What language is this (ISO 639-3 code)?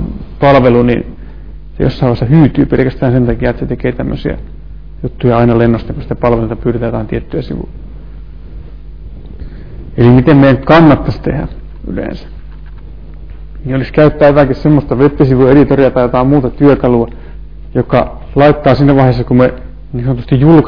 fin